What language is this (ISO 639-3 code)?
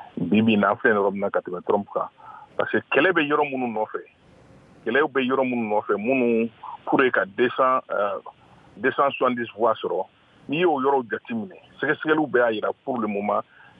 bam